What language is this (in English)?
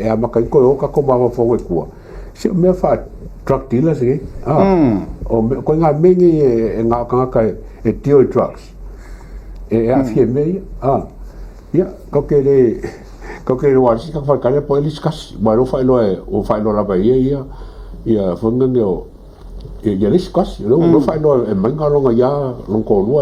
Samoan